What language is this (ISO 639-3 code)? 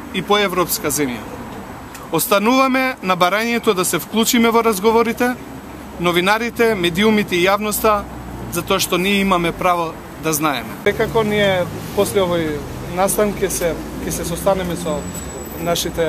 mkd